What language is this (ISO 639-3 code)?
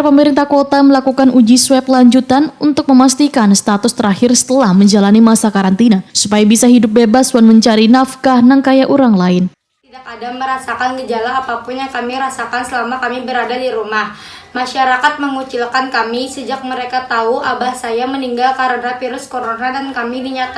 bjn